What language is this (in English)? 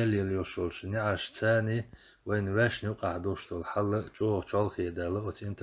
Chechen